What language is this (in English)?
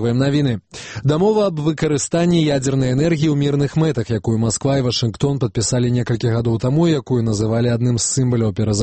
Belarusian